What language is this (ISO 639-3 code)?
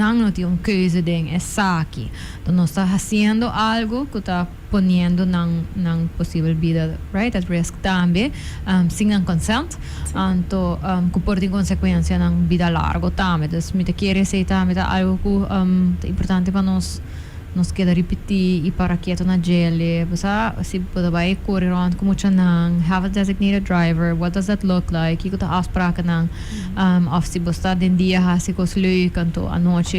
pap